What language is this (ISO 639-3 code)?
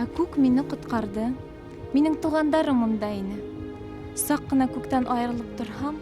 bak